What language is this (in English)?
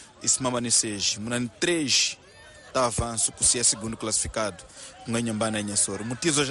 Tsonga